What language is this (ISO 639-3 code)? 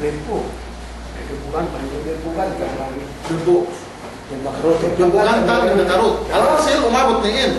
yka